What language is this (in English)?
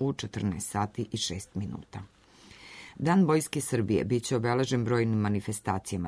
Serbian